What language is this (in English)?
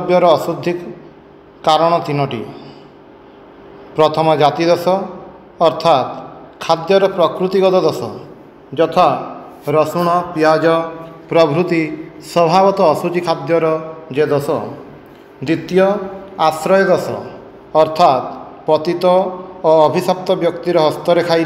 Odia